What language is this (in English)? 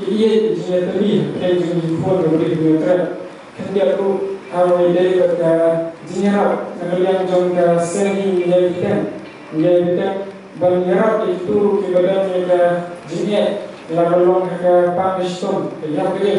Khasi